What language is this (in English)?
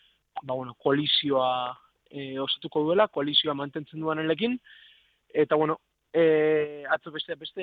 Basque